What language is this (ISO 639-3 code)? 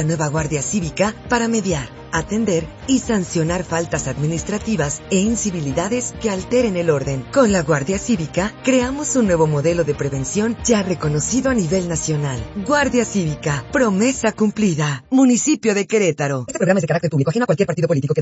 spa